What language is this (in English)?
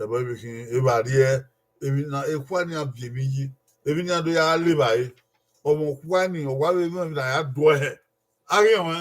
Bini